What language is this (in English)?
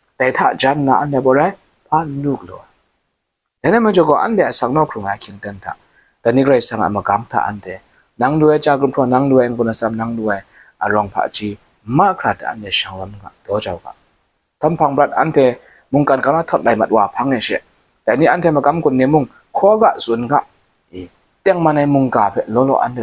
Kachin